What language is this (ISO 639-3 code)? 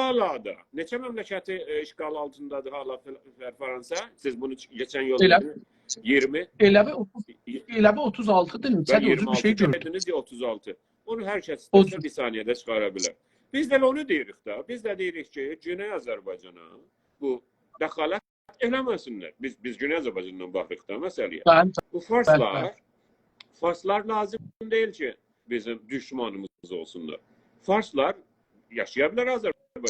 azb